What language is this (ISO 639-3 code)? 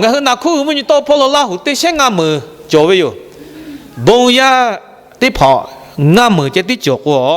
lhu